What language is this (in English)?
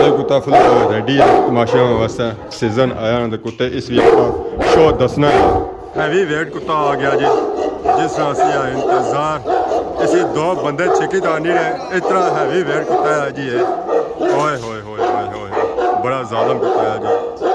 Pahari-Potwari